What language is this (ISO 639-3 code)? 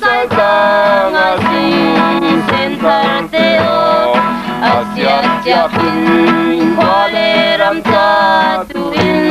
cfm